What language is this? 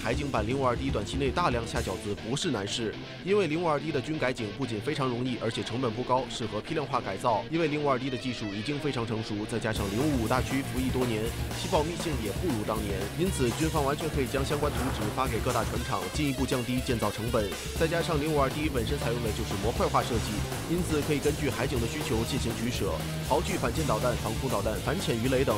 Chinese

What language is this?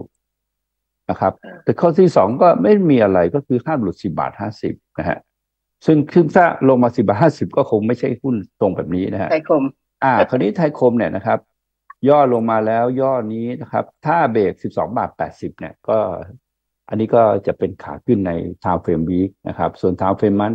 Thai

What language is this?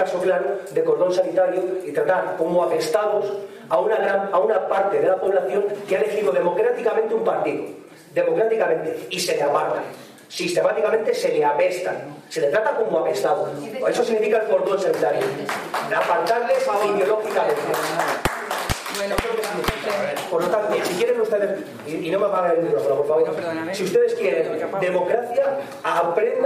Spanish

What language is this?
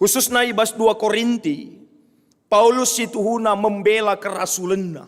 Batak Karo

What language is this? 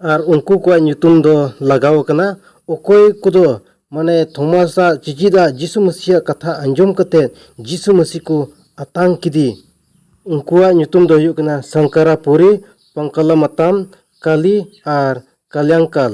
Santali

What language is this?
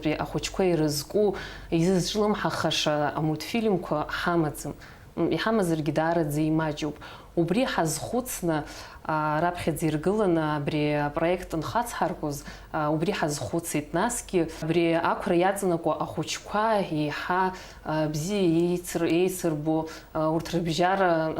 Abkhazian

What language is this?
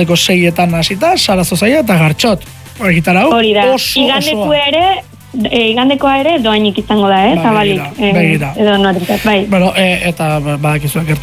Basque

